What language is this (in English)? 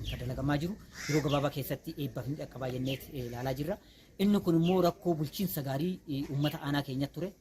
Oromo